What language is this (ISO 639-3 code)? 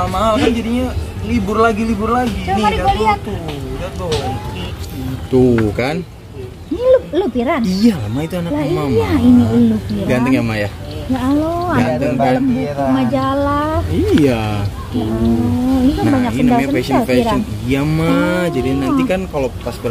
bew